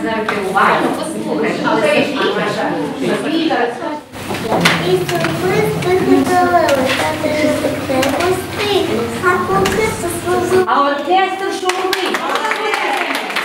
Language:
Ukrainian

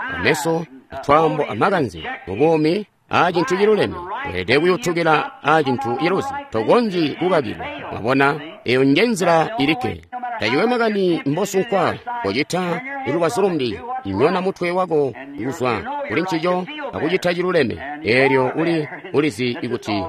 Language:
Tonga (Zambia)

